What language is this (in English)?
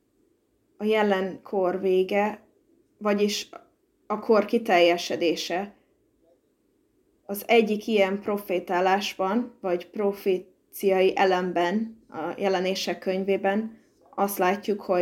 Hungarian